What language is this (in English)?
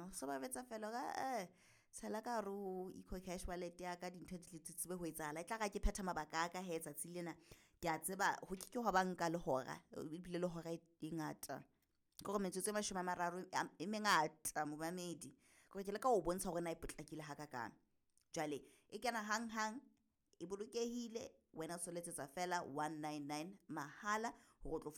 Southern Sotho